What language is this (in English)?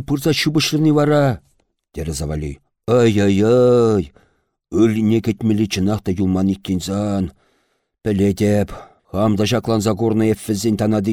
Chuvash